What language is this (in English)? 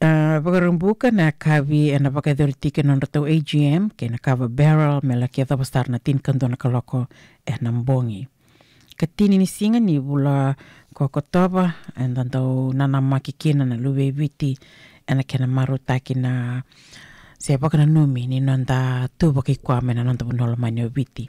Fijian